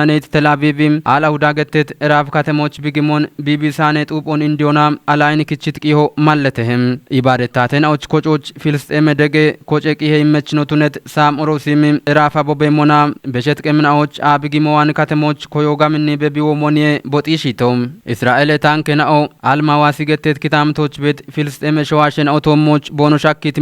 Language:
Kafa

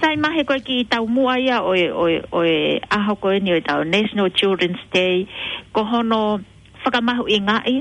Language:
Tongan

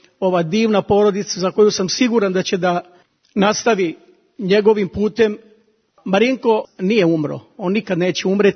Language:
Serbian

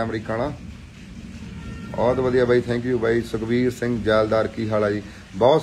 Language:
Punjabi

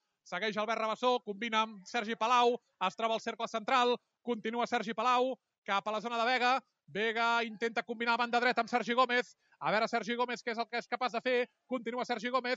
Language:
Catalan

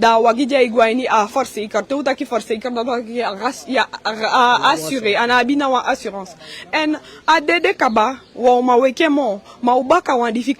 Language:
Eastern Maroon Creole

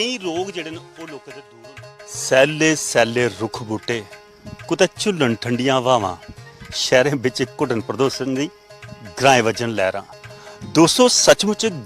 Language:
Dogri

